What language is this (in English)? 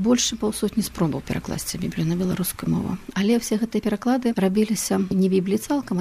Belarusian